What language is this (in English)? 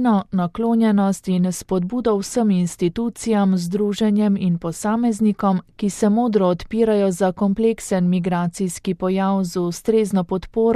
Slovenian